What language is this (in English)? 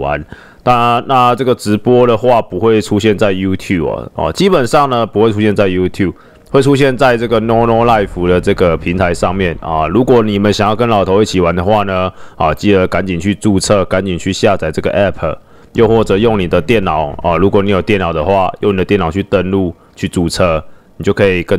Chinese